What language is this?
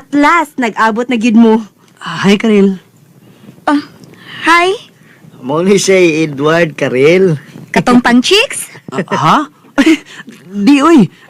Cebuano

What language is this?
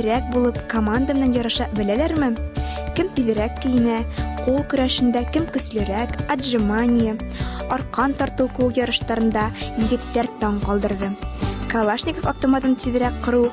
Bashkir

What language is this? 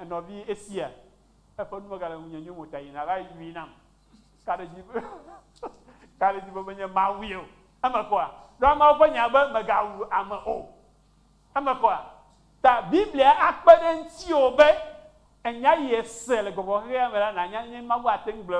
Ewe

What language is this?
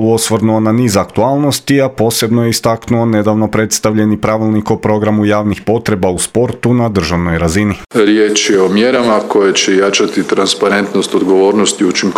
Croatian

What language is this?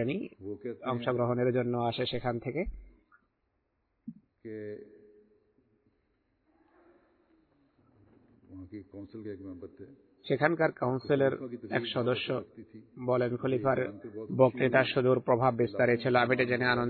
Bangla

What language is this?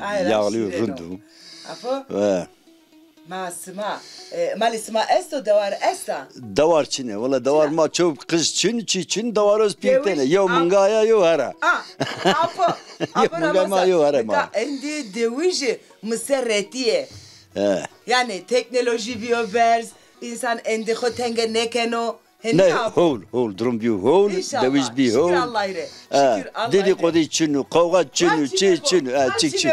Zaza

